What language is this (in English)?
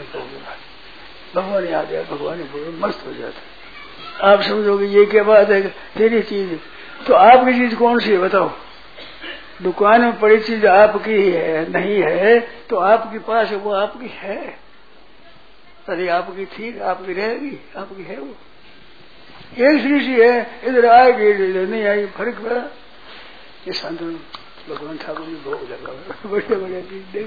Hindi